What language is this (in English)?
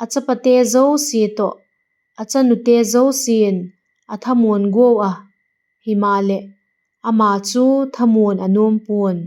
Vaiphei